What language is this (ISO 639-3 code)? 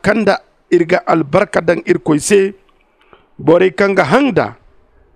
dje